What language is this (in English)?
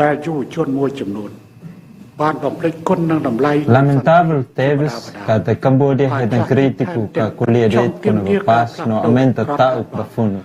Tetum